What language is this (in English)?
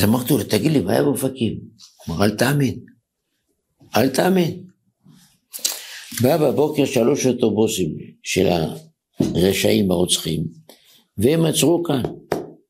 Hebrew